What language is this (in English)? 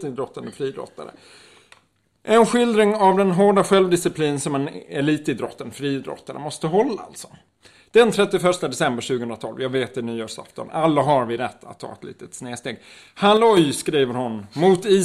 Swedish